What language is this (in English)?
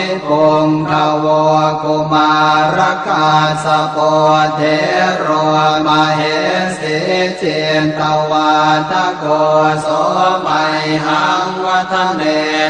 Pali